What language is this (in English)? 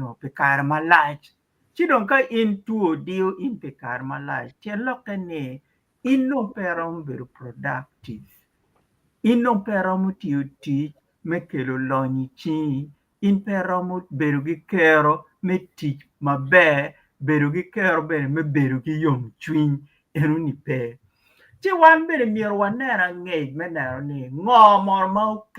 Acoli